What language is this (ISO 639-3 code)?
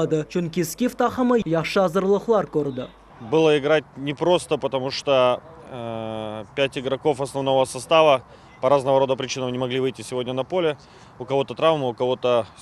crh